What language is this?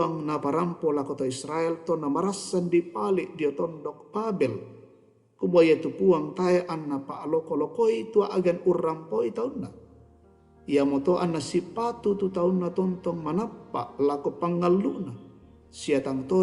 Toraja-Sa'dan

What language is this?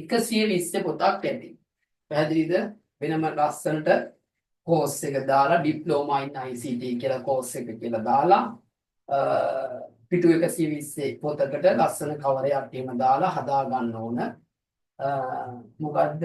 Sinhala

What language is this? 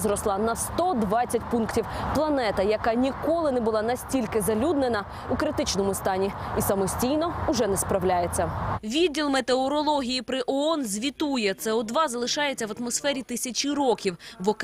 Ukrainian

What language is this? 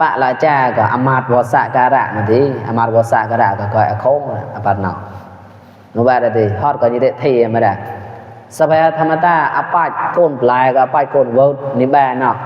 Mon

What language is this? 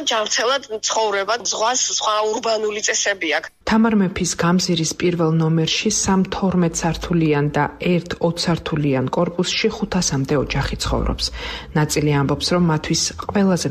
Georgian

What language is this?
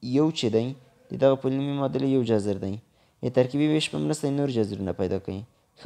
Pashto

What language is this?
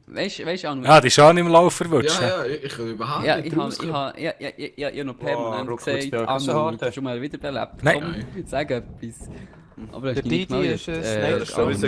Swiss German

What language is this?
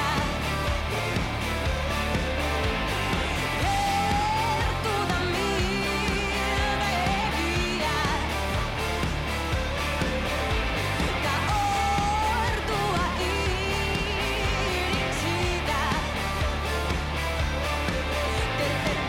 Basque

